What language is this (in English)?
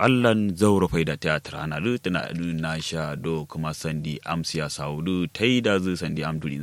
Kanuri